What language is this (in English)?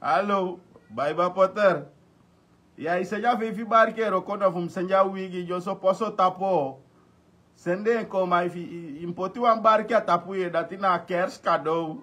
Sranan Tongo